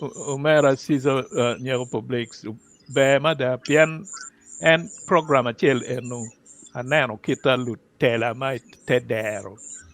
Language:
Acoli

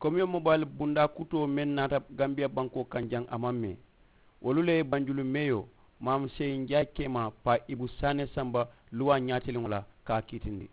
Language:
Mandingo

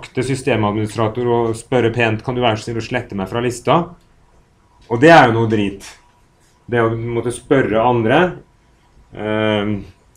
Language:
Norwegian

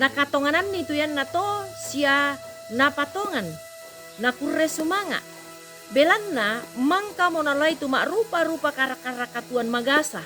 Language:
Toraja-Sa'dan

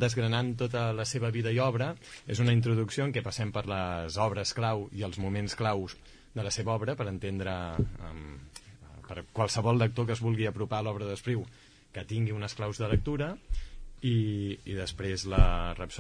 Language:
Catalan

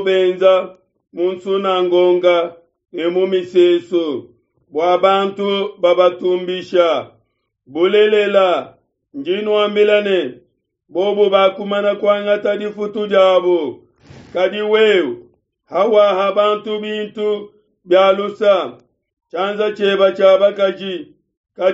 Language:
Luba-Lulua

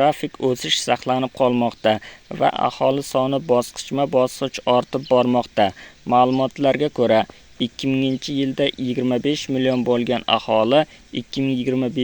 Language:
Uzbek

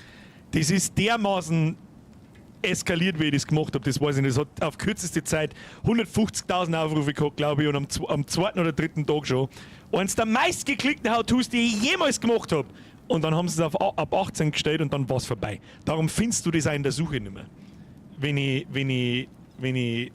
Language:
Bavarian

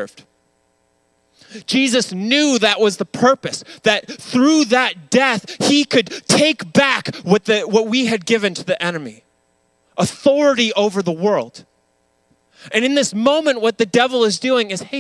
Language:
English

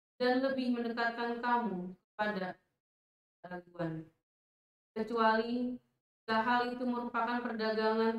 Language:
Indonesian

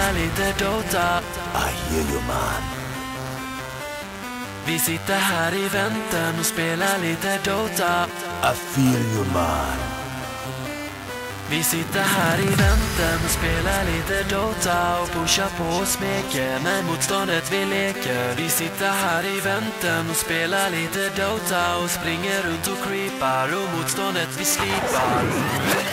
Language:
Swedish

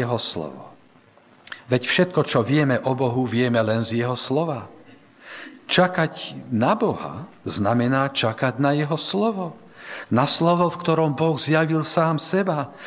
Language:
Slovak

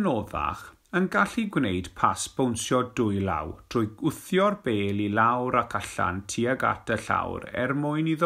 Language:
Welsh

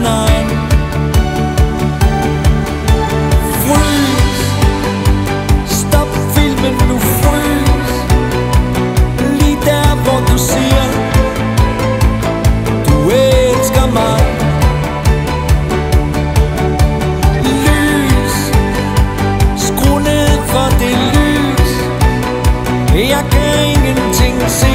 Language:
Danish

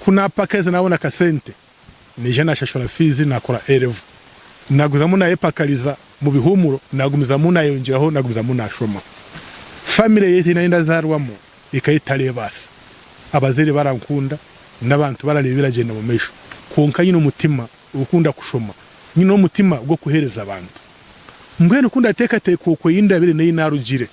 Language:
Nyankole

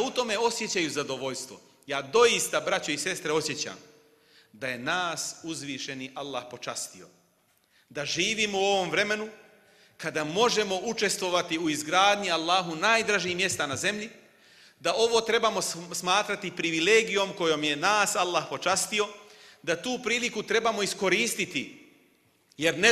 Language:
Bosnian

